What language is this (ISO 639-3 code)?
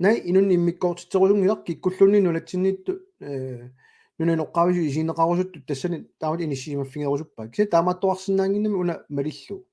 kal